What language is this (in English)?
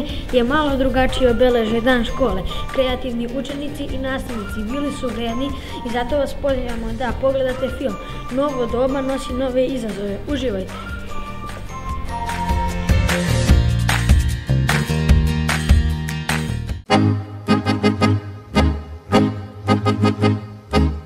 Serbian